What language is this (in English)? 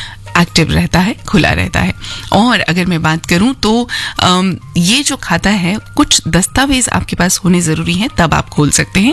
Hindi